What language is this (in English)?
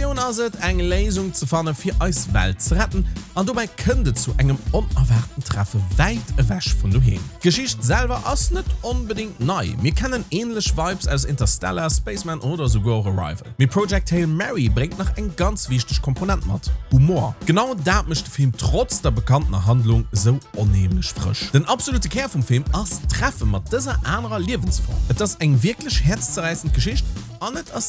Luxembourgish